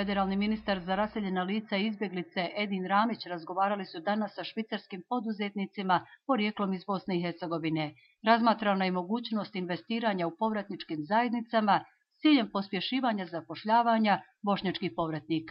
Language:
Bosnian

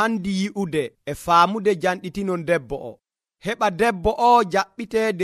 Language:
Nigerian Fulfulde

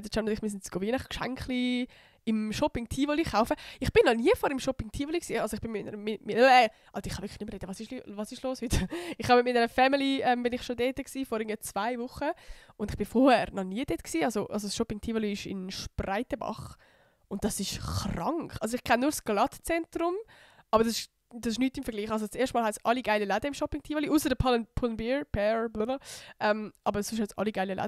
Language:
Swiss German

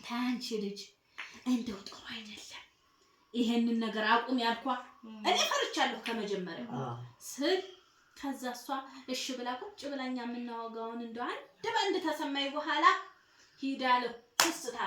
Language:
Amharic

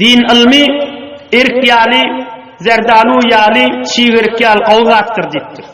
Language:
Turkmen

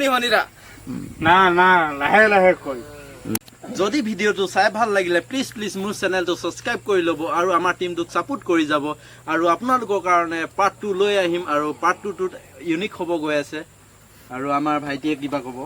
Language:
Assamese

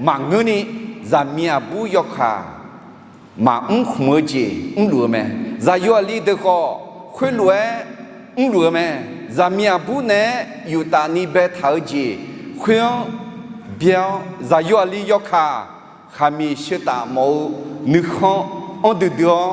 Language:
Akha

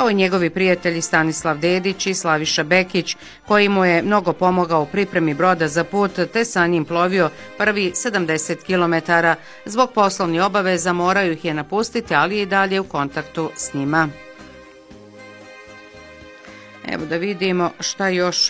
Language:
Bosnian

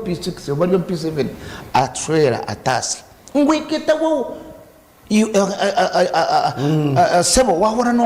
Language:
Nyankole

